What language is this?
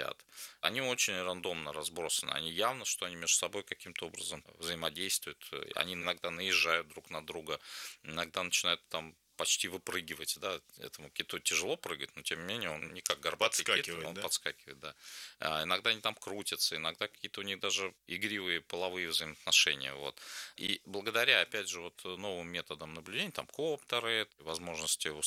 Russian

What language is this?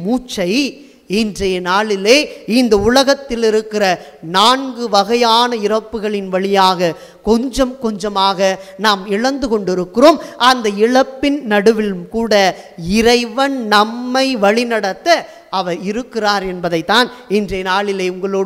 Tamil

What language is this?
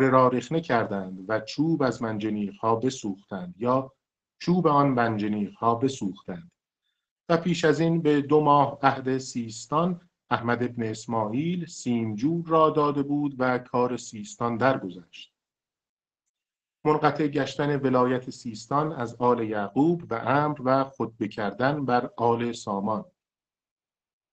Persian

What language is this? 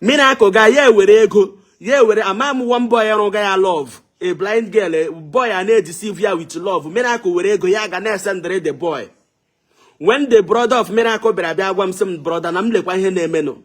Igbo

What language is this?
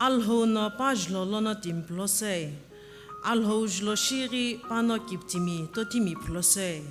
Sumi Naga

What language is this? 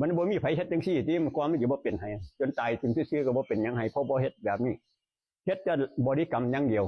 Northeastern Thai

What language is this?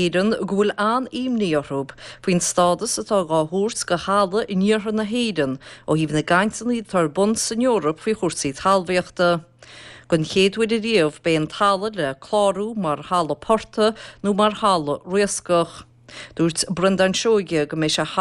Irish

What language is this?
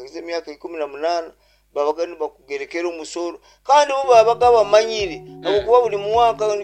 Nyoro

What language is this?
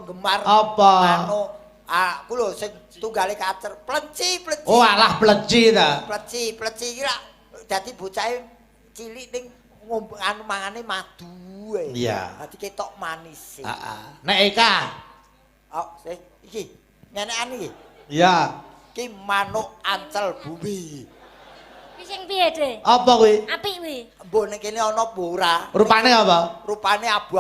Javanese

